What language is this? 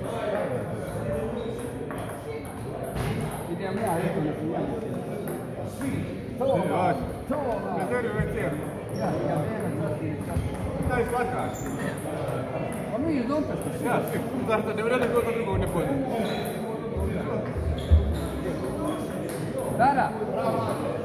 Croatian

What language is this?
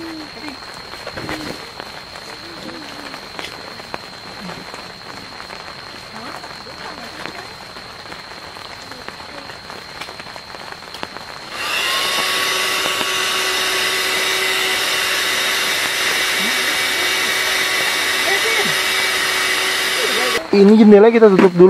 Indonesian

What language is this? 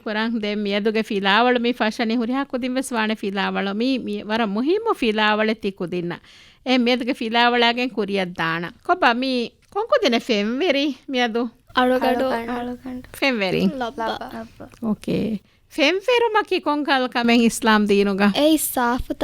Divehi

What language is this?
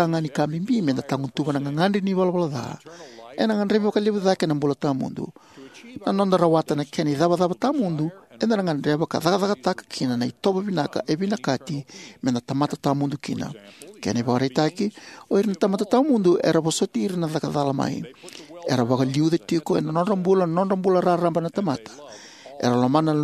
Fijian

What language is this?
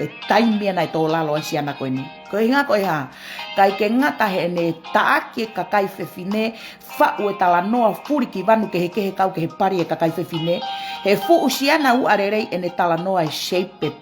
Tongan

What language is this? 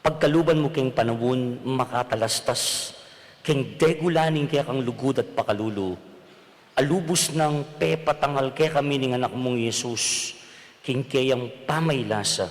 Pampanga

